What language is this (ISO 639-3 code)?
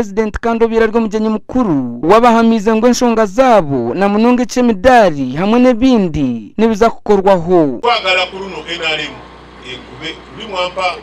nyn